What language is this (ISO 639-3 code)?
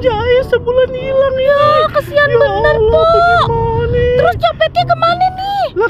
bew